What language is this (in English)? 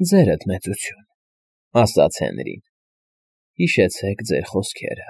Armenian